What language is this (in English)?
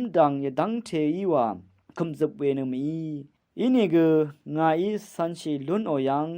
Rawang